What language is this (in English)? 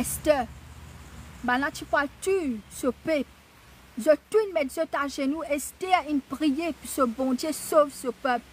Morisyen